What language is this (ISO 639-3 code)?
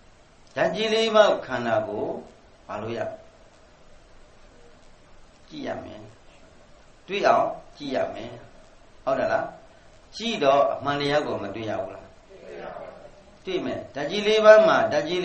mya